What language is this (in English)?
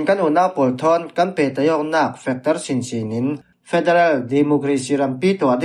Falam Chin